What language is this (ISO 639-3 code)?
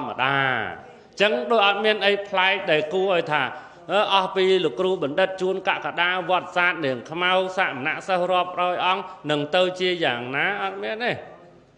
khm